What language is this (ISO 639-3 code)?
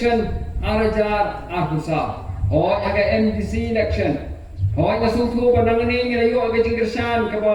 kha